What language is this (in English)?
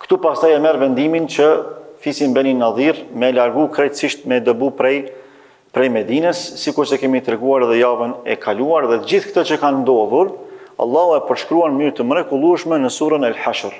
Albanian